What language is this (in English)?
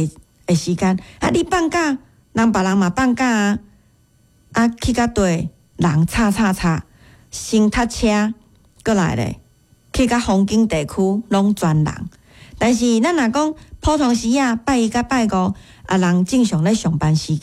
Min Nan Chinese